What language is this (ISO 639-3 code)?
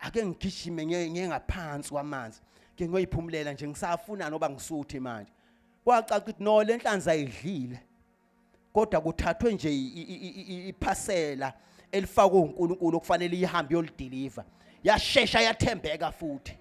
zul